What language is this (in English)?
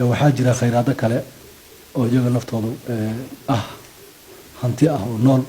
Somali